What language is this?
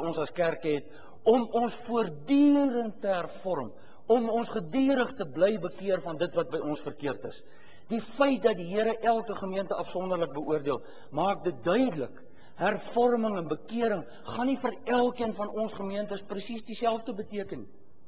Afrikaans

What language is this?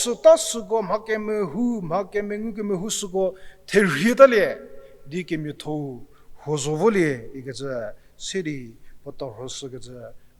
Angami Naga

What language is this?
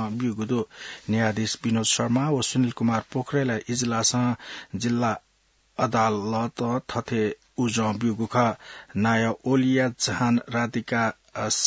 Newari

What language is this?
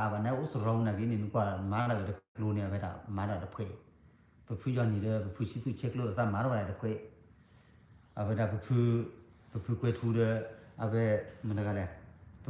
S'gaw Karen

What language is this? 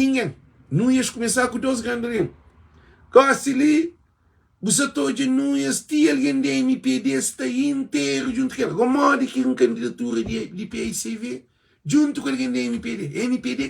Kabuverdianu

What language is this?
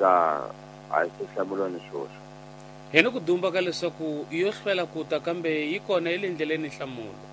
Tsonga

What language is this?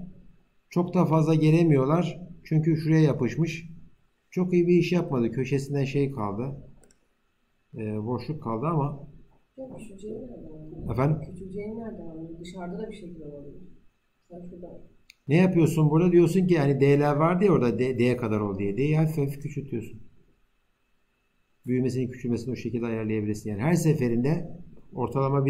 Turkish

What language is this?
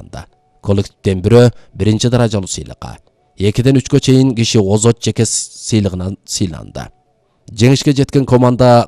Kyrgyz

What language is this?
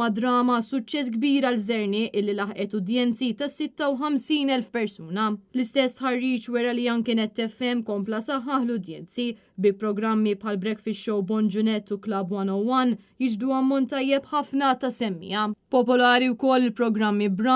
Maltese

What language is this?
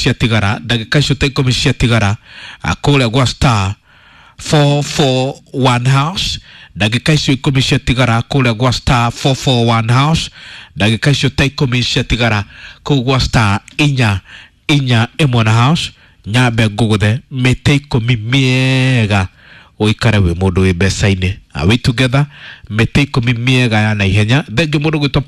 Kikuyu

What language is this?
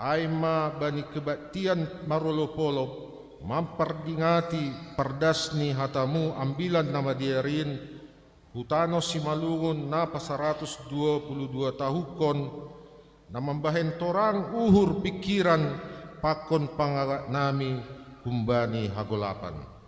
Batak Simalungun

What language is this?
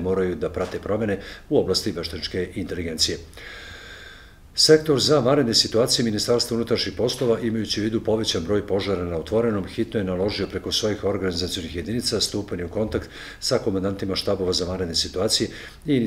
Serbian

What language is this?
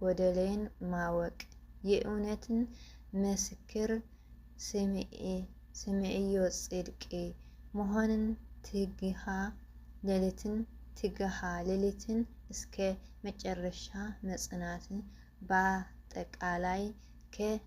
Amharic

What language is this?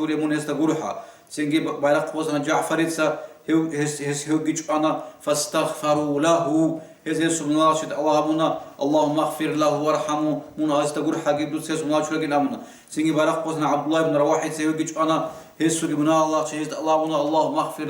Avaric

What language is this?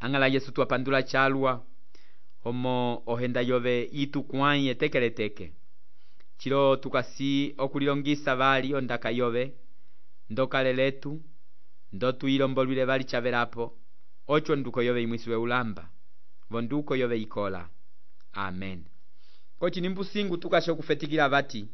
Umbundu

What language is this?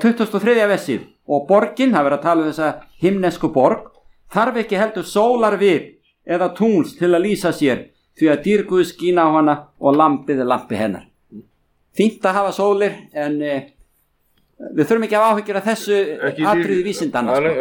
Icelandic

